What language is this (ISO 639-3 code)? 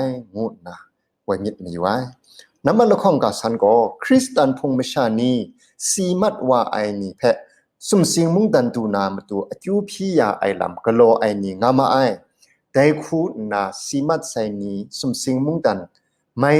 kac